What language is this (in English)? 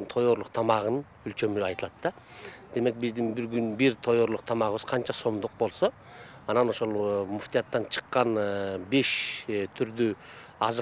Kyrgyz